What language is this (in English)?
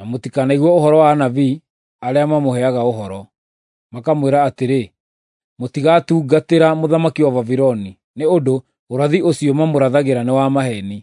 Kikuyu